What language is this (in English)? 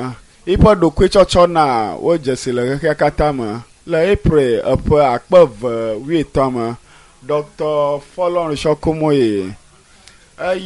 Ewe